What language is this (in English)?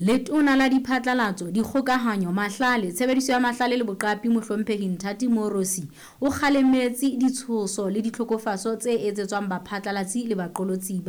Southern Sotho